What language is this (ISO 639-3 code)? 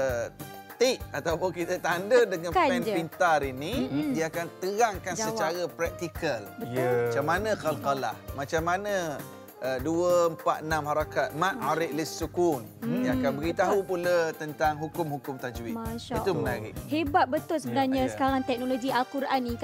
msa